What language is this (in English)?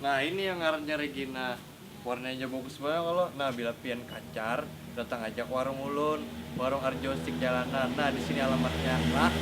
Banjar